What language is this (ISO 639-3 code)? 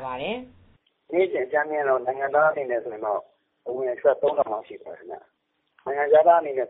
mya